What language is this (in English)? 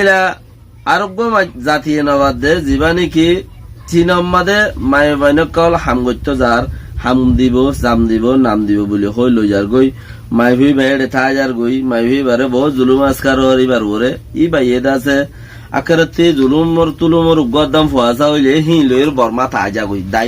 Rohingya